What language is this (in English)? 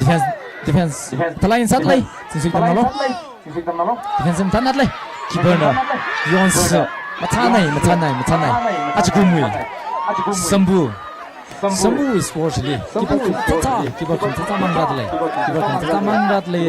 Tangkhul Naga (India)